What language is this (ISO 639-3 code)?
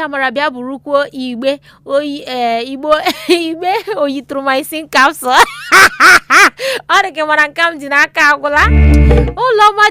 ibo